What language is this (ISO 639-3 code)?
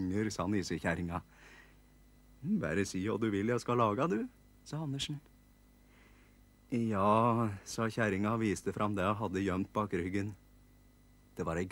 nor